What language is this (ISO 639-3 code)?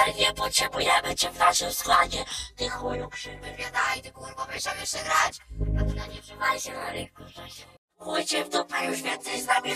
pol